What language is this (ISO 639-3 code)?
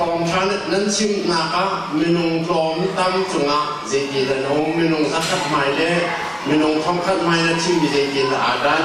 cnh